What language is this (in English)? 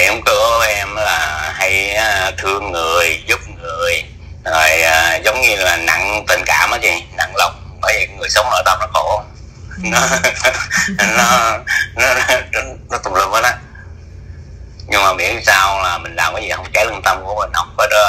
Vietnamese